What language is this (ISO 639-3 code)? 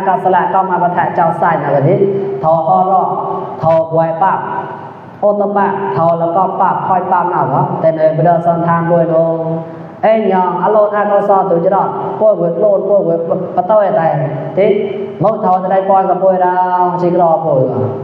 mnw